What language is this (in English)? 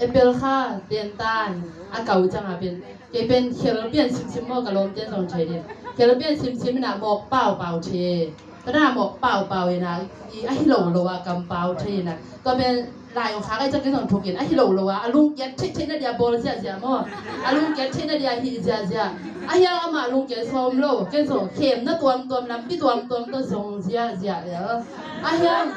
Tedim Chin